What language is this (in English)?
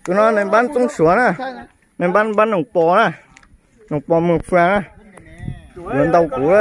Hmong